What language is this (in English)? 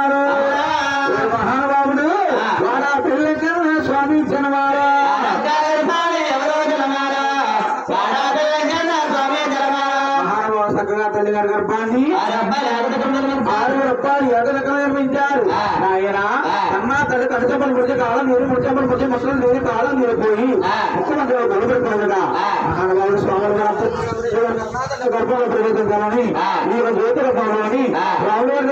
Telugu